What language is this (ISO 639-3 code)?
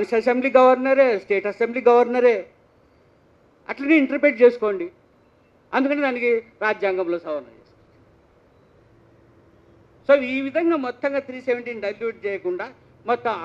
tel